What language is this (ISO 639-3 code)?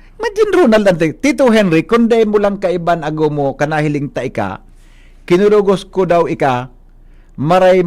bik